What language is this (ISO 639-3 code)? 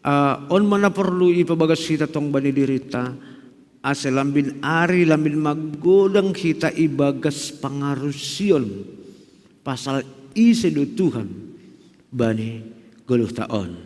bts